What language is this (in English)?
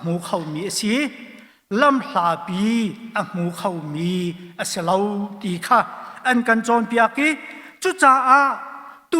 Hakha Chin